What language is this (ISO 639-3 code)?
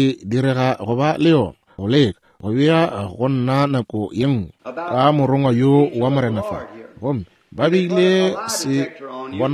nso